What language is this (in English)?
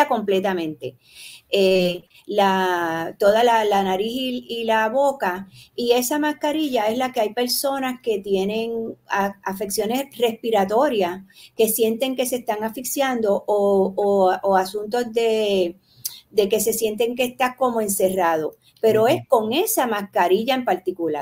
Spanish